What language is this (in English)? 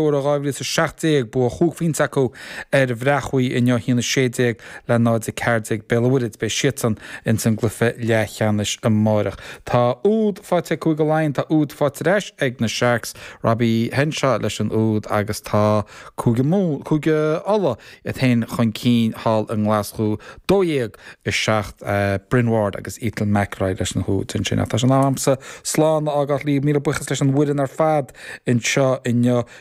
Irish